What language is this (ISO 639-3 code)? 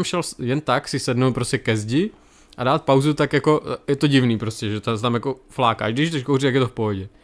ces